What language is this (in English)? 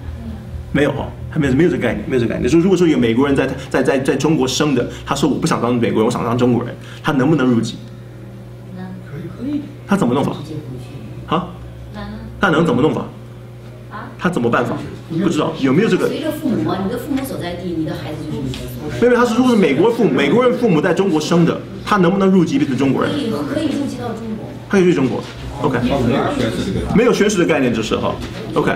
Chinese